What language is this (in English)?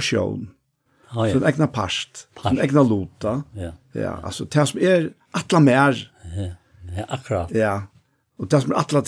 Faroese